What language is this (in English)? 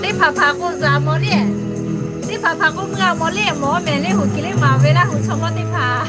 Lahu